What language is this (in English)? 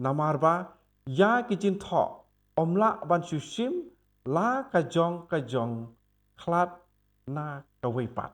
Khasi